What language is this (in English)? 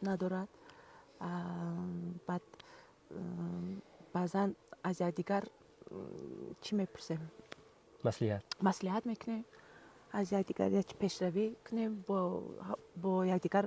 Tajik